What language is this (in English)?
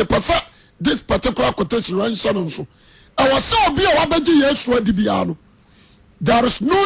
Akan